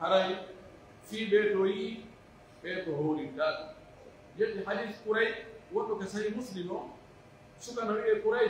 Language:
Pular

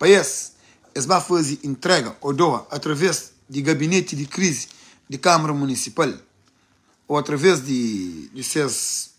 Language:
Kabuverdianu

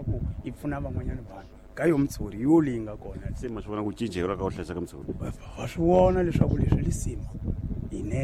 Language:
Tsonga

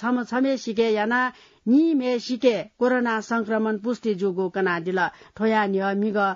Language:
Newari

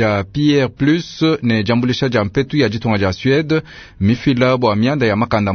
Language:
Luba-Lulua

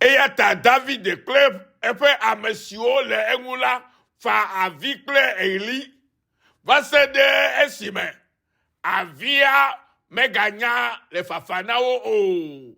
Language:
Ewe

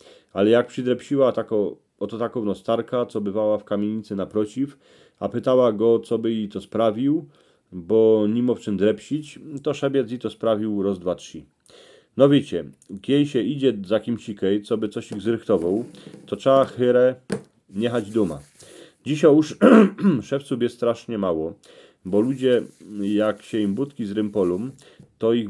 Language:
Silesian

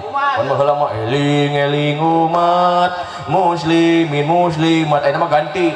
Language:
Sundanese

